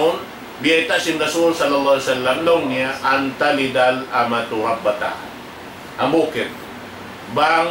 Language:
Tausug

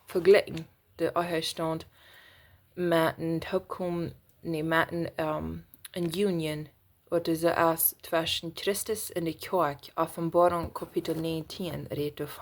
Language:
Plautdietsch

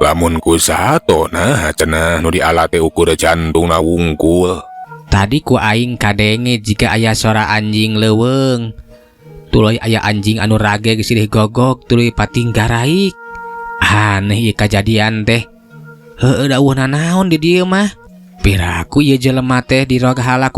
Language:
Sundanese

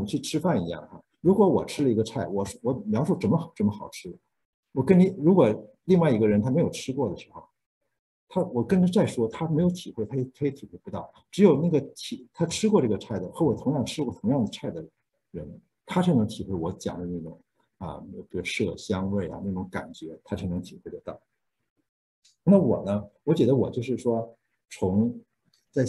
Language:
Chinese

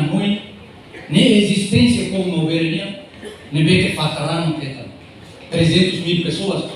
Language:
Tetum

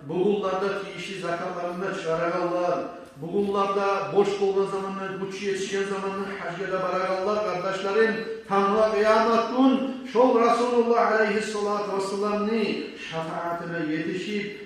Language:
Kumyk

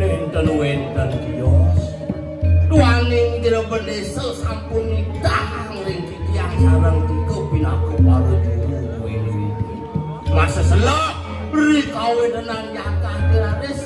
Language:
Balinese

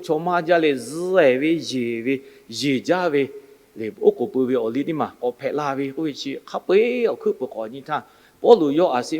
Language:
Lahu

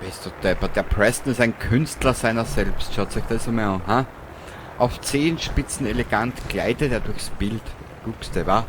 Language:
Bavarian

